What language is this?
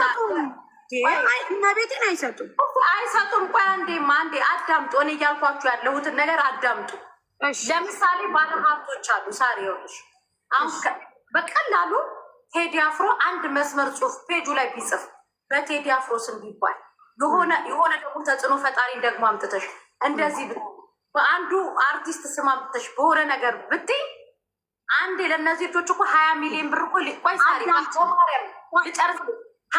Amharic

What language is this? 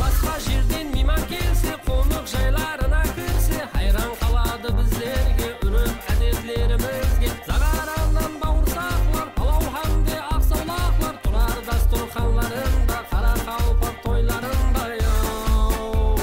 Kara-Kalpak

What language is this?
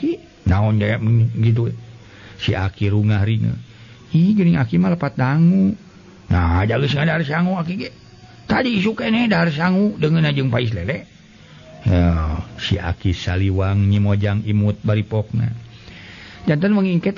Sundanese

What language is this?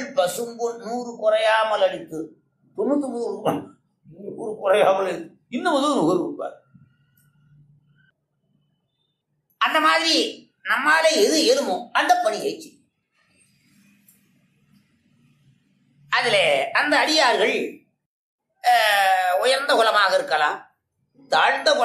Tamil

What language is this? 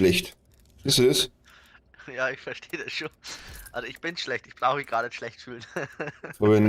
Bavarian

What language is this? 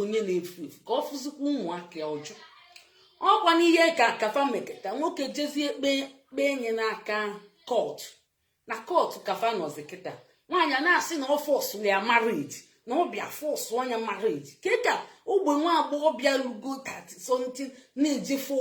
Igbo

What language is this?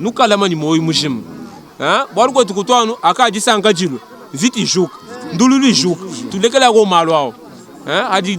Luba-Lulua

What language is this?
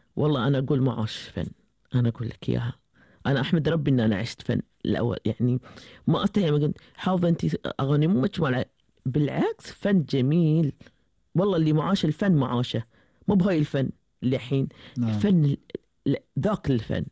Gulf Arabic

